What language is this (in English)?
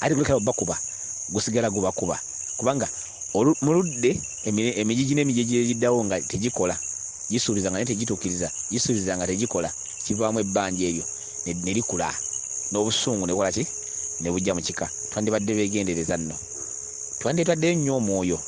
Ganda